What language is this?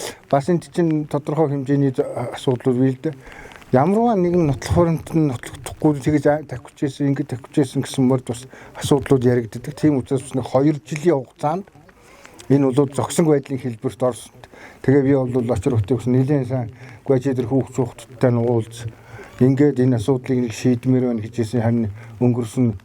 Mongolian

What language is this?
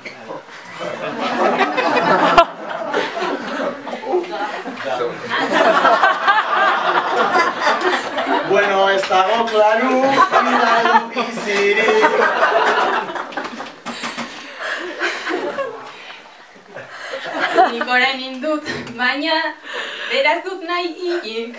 Basque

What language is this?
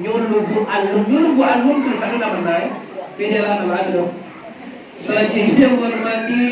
Minangkabau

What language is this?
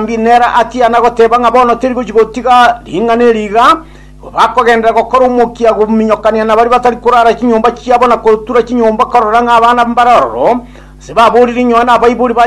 Gusii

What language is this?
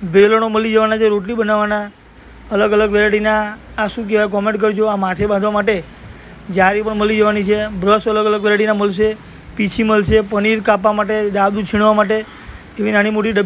Gujarati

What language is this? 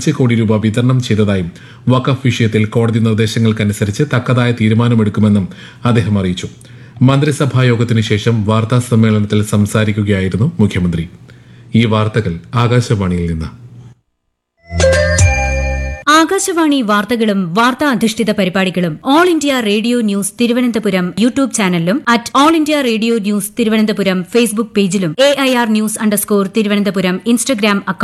Malayalam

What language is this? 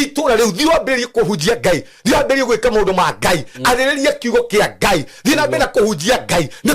Kikuyu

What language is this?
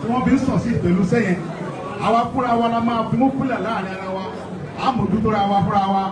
Yoruba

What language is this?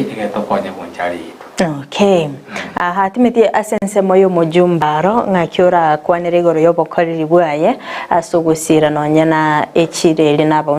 Gusii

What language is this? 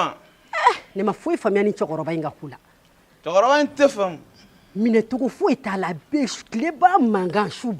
Bambara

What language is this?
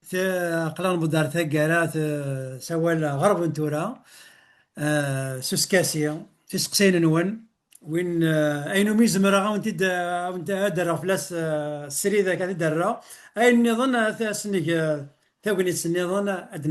Kabyle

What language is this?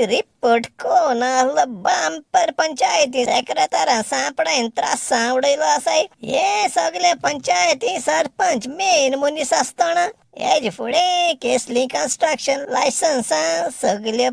Konkani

